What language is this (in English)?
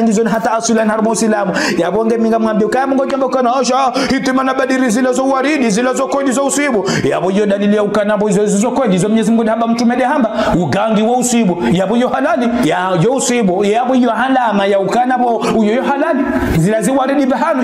Ngazidja Comorian